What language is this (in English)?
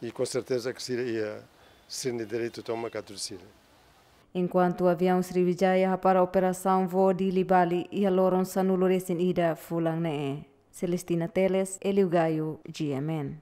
Tetum